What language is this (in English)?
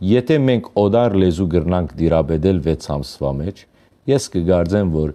Western Armenian